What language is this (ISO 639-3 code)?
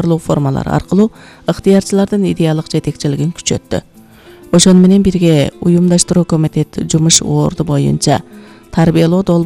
kir